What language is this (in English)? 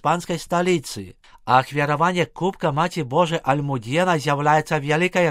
Belarusian